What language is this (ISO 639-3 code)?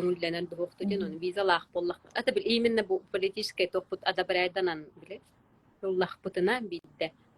sah